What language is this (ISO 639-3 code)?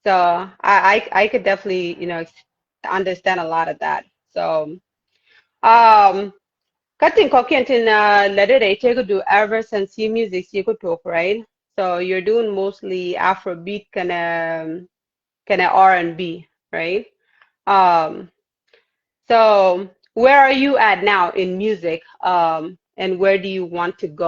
nus